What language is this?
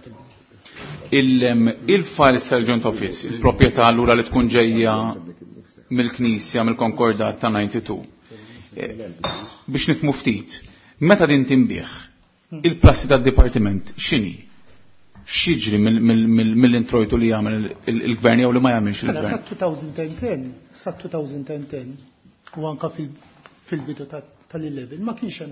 Maltese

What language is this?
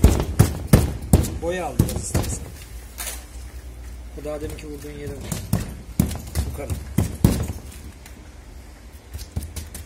Turkish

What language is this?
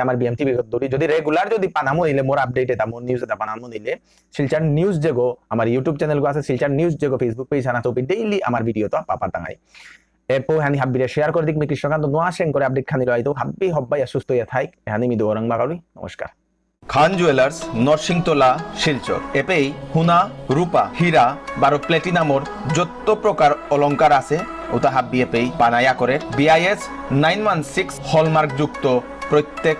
Bishnupriya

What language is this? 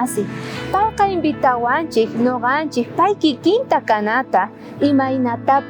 South Bolivian Quechua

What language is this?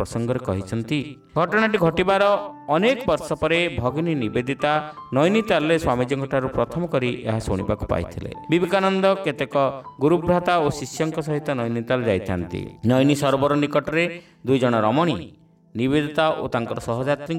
Odia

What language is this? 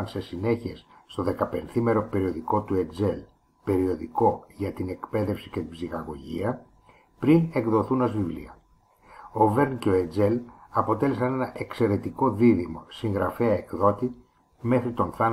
Greek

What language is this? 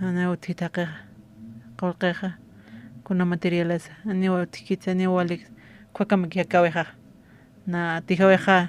Aymara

